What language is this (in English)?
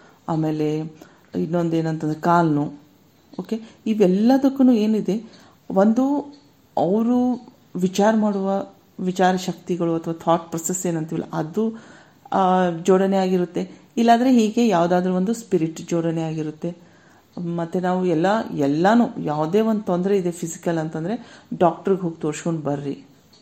Kannada